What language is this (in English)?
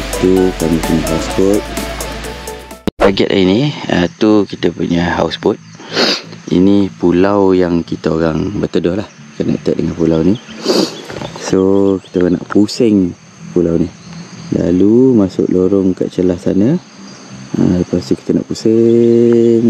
Malay